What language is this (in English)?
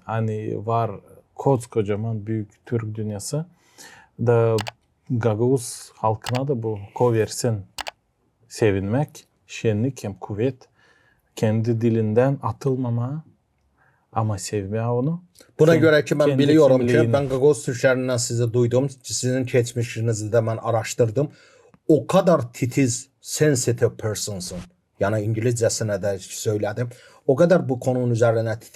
Gagauz